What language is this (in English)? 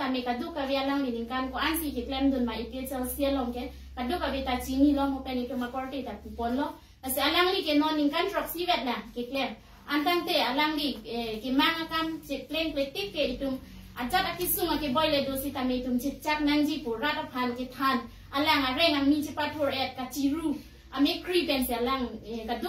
Karbi